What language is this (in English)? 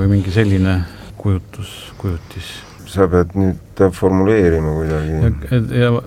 Estonian